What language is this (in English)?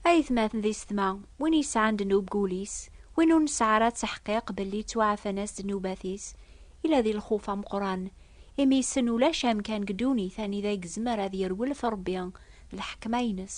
Kabyle